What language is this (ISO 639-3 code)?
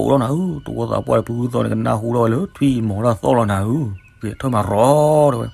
ksw